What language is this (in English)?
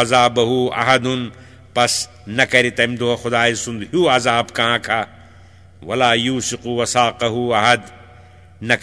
Kashmiri